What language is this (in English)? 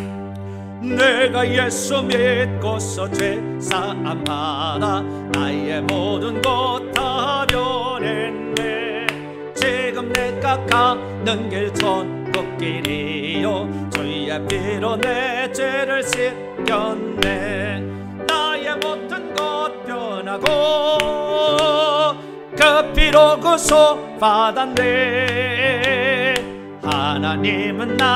Korean